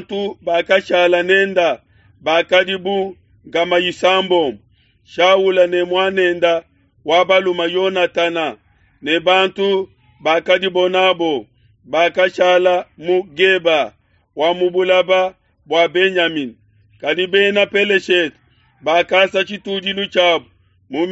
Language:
Luba-Lulua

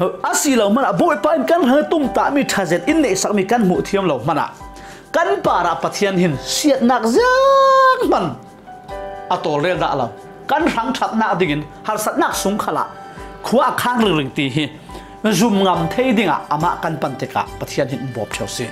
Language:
Falam Chin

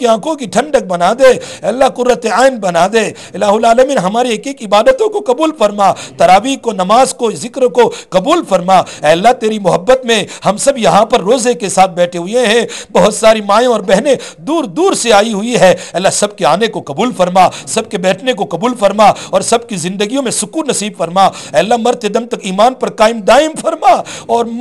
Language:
Urdu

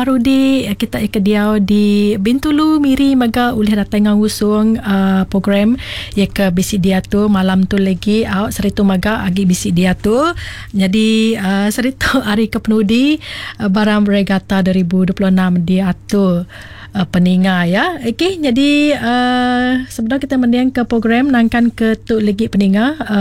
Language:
Iban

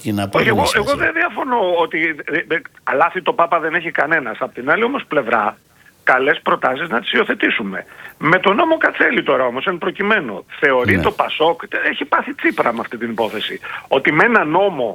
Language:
Greek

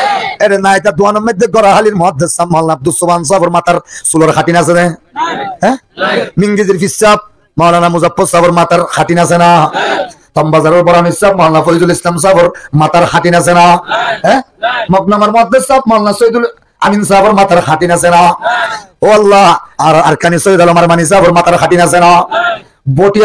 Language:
Rohingya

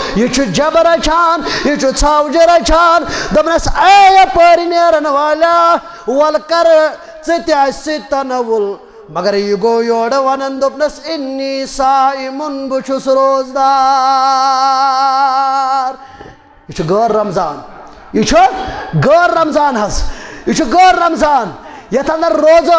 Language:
Kashmiri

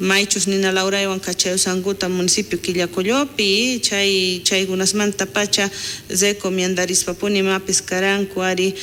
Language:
South Bolivian Quechua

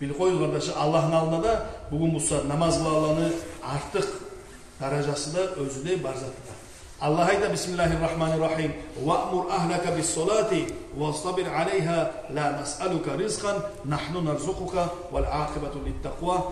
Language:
Kumyk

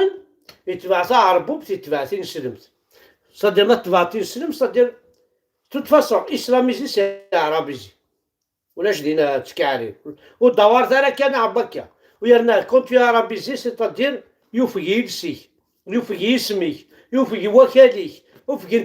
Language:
Kabyle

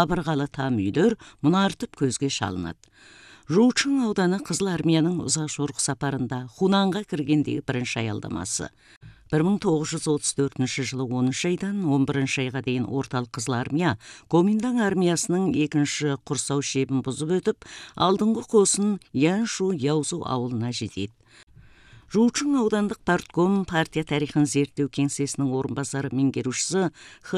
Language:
Kazakh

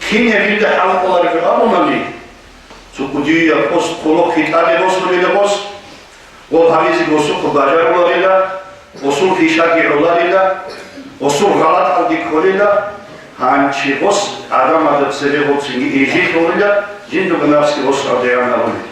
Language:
Avaric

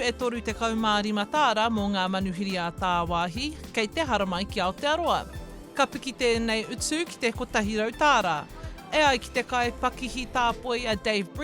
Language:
Māori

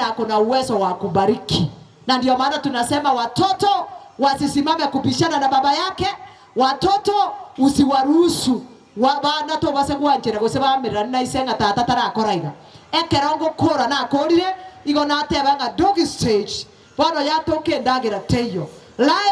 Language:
Gusii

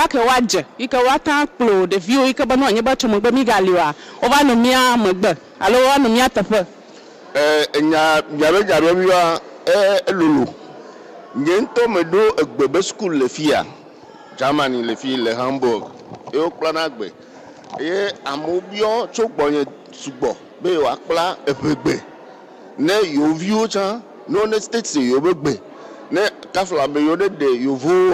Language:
Ewe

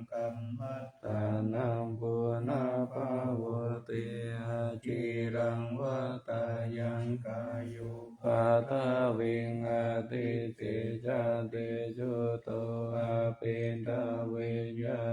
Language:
Pali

